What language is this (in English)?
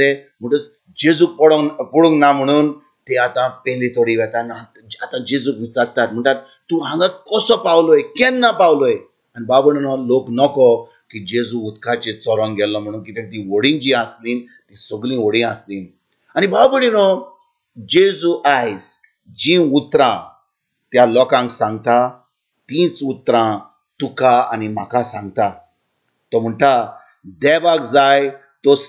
Konkani